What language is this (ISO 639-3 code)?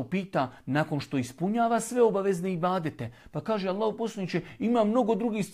bos